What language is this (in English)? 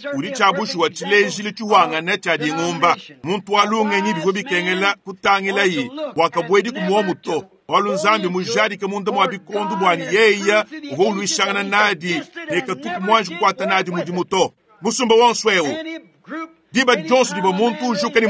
Luba-Lulua